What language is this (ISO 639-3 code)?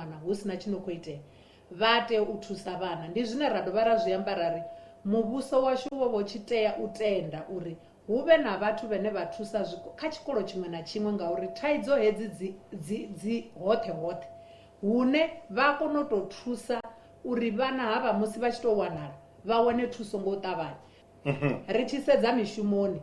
ven